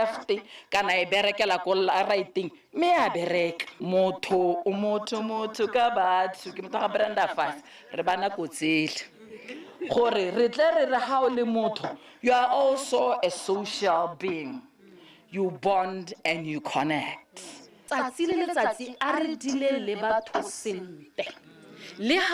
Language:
Tswana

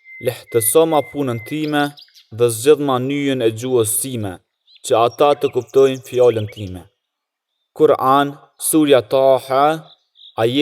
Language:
Albanian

